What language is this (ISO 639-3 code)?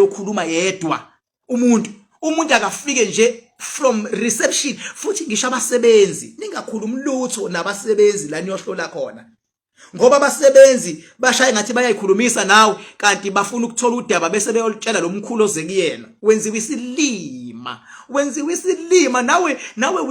zul